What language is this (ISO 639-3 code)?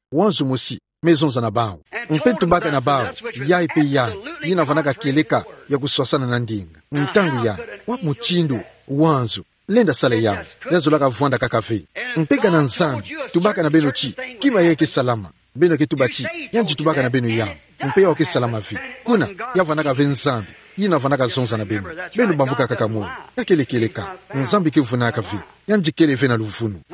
ktu